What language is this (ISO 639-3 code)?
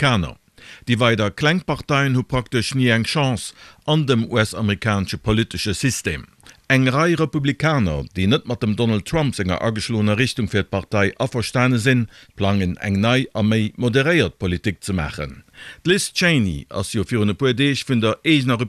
ltz